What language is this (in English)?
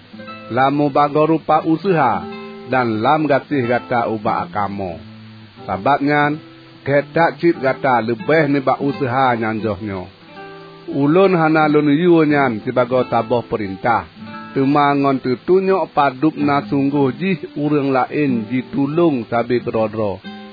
Achinese